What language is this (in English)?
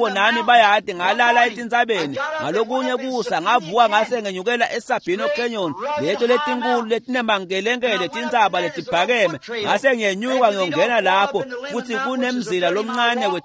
Swati